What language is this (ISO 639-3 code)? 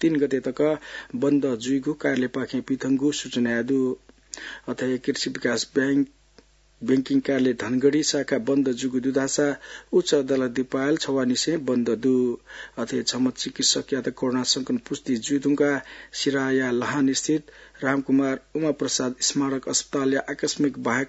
new